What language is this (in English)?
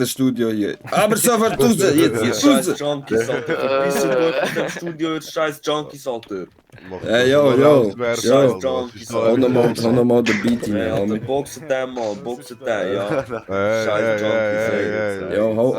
Swiss German